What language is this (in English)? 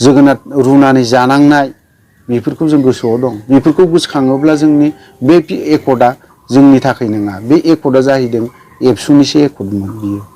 Bodo